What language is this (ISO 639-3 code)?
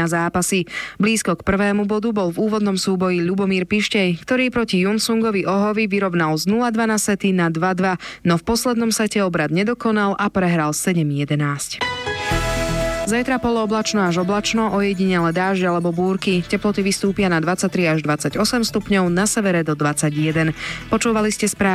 slk